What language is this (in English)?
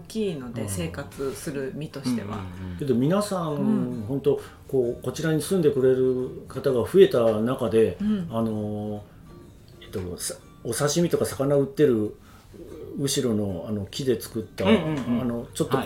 Japanese